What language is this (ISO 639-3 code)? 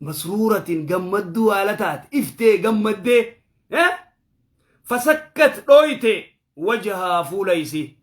orm